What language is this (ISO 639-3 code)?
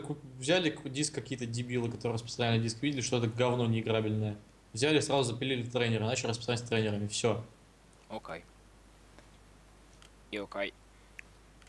rus